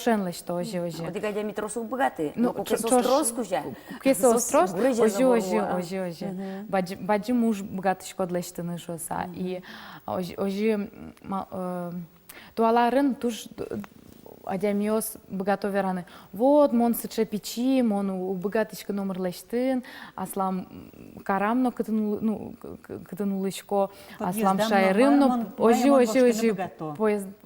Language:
Udmurt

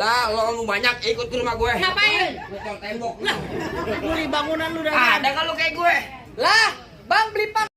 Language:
Betawi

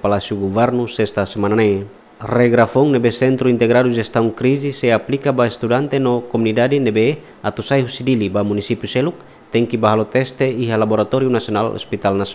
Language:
Tetum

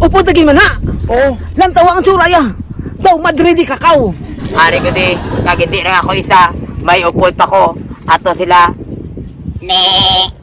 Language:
Hiligaynon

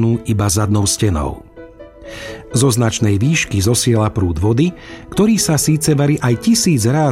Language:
Slovak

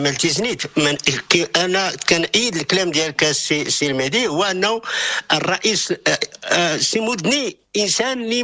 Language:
Moroccan Arabic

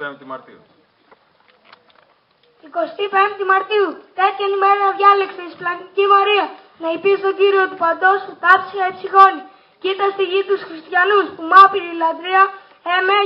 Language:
Greek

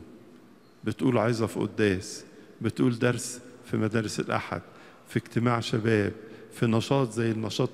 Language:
Egyptian Arabic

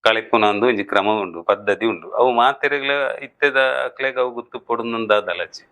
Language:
Tulu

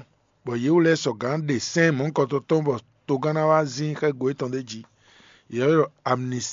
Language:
Fon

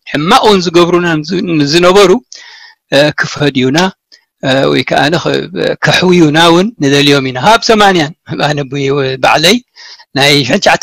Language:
Tigrinya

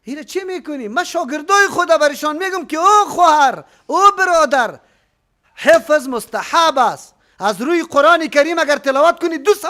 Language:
Persian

